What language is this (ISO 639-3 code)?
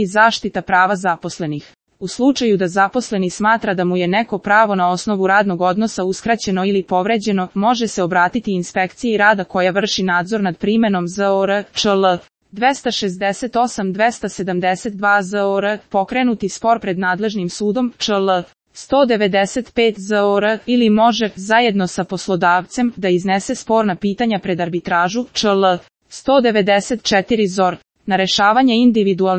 srp